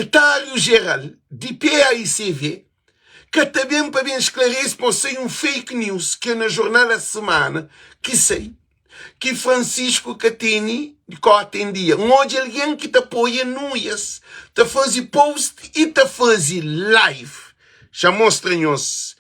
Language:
Kabuverdianu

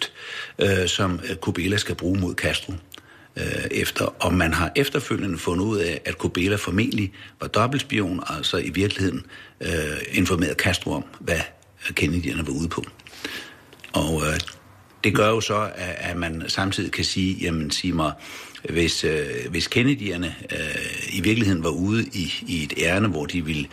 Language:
Danish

